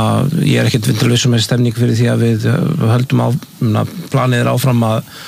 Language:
Icelandic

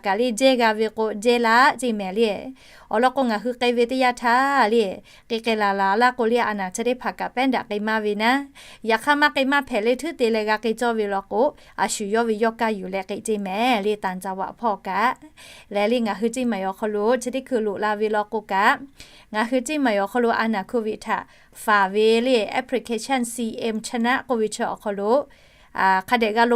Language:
Lahu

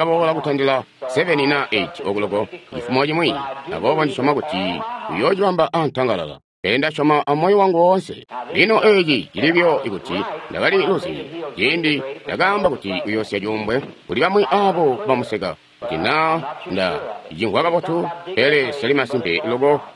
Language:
Tonga (Zambia)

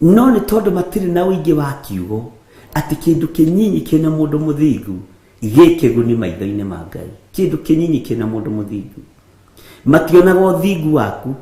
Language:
Kikuyu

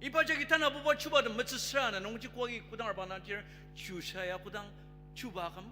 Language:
Ao Naga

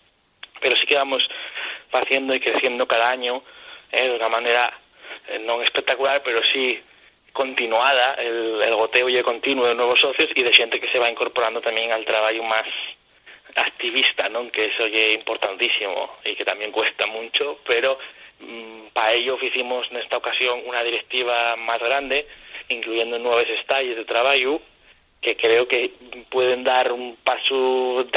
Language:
Asturian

